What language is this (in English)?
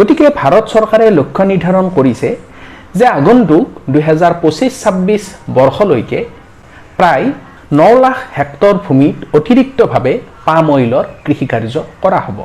Assamese